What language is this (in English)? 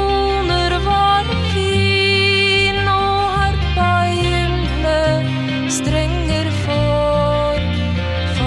Norwegian